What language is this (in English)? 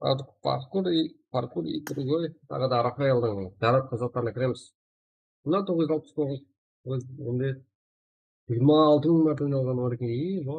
Kara-Kalpak